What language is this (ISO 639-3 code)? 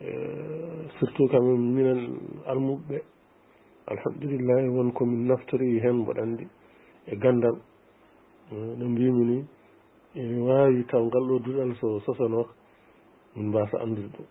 ful